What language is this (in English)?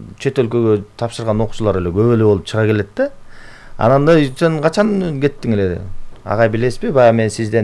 Kyrgyz